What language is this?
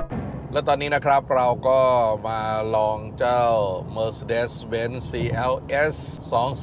Thai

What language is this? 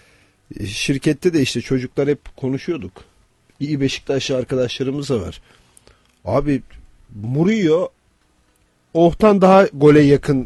Turkish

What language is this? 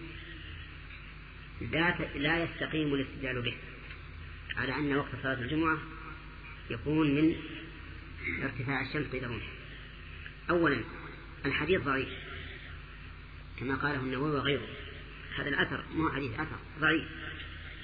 Arabic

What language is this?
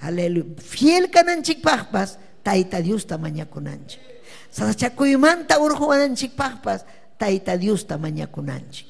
Ayacucho Quechua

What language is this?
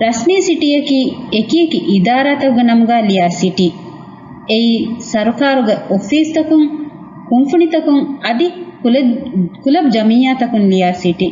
Divehi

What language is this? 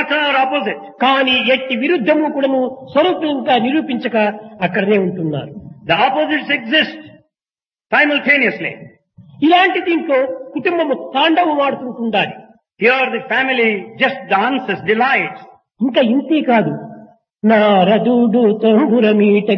Telugu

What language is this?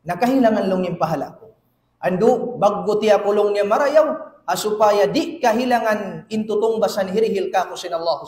Tausug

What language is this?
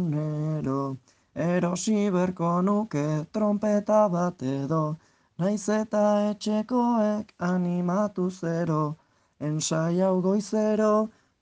Basque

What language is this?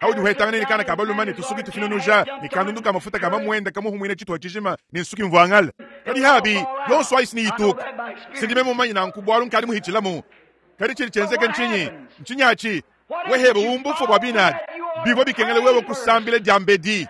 Luba-Lulua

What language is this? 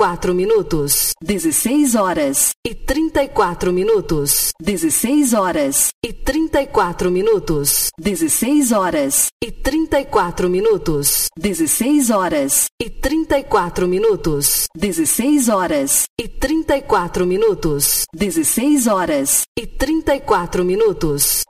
Portuguese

